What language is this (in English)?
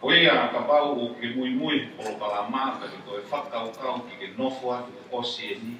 Tongan